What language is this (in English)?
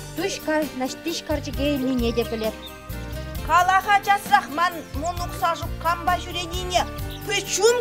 Chuvash